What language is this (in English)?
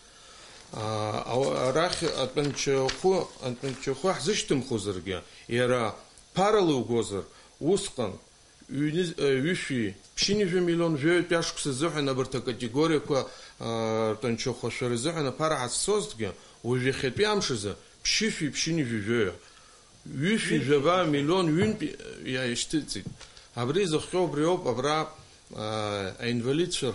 Abkhazian